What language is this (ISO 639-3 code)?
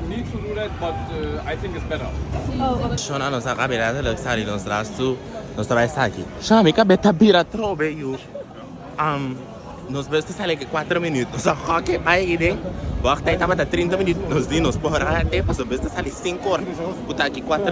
pap